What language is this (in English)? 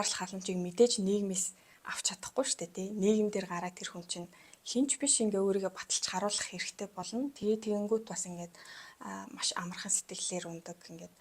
Mongolian